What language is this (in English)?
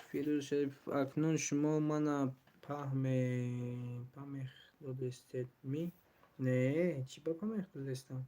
Tajik